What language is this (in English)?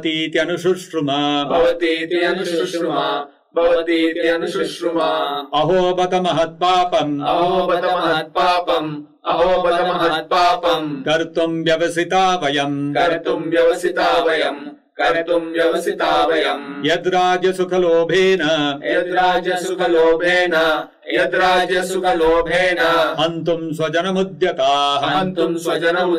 Sanskrit